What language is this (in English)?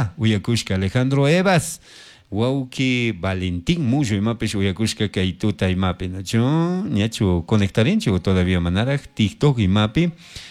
Chimborazo Highland Quichua